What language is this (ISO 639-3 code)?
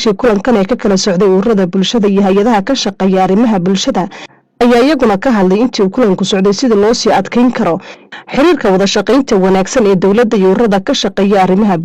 som